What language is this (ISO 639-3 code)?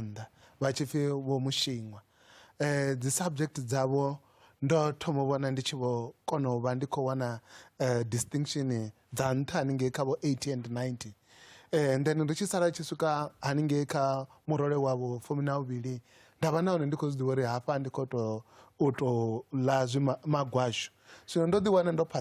ven